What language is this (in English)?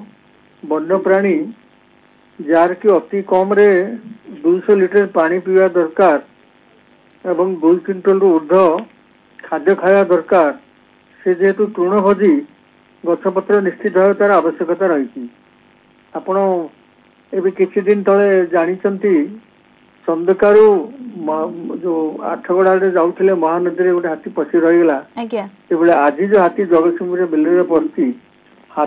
Odia